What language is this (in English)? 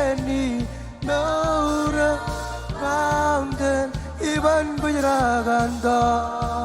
Marshallese